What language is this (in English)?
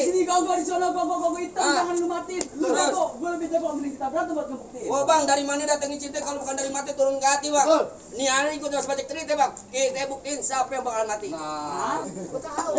Betawi